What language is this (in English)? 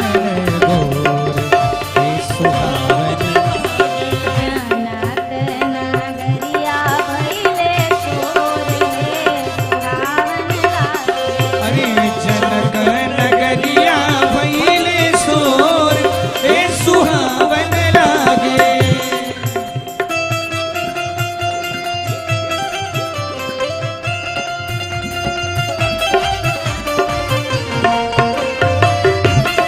Bhojpuri